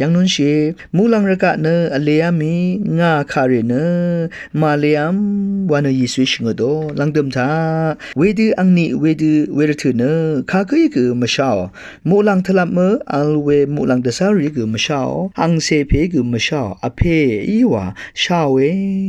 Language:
Rawang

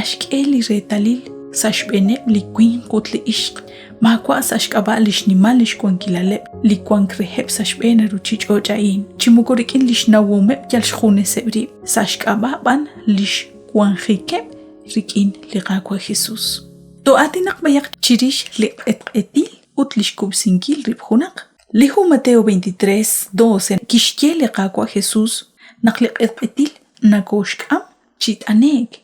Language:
Kekchí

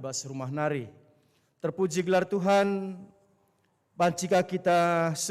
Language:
Batak Karo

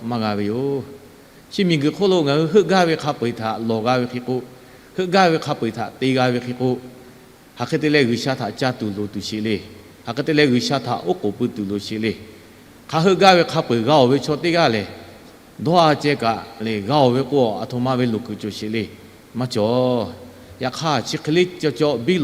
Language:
Lahu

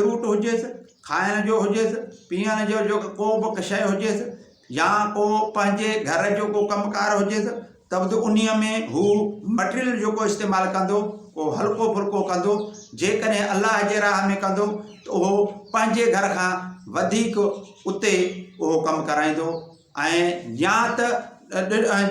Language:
Sindhi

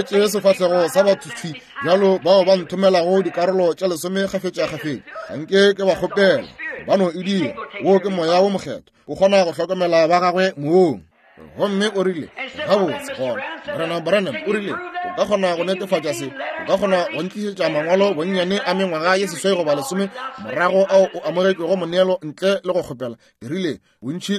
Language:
Northern Sotho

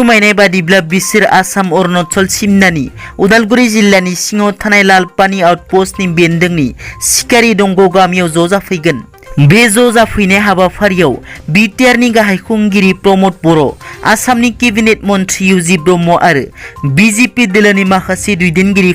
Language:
Bodo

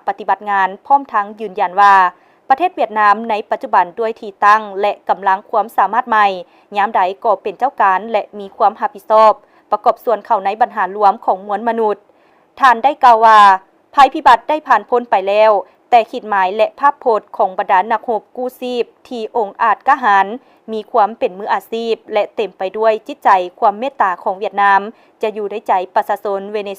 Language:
Lao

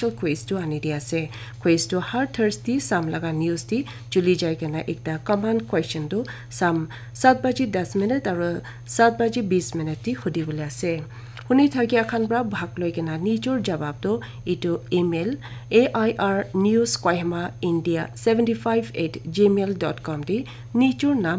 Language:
Naga Pidgin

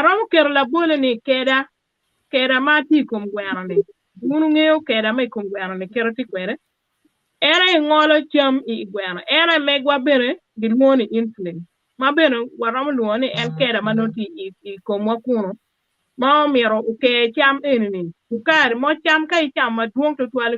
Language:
Acoli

